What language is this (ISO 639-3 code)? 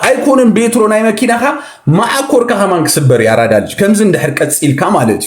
tir